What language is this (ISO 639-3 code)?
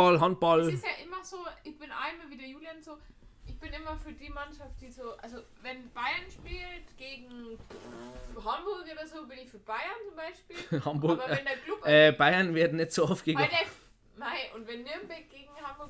bar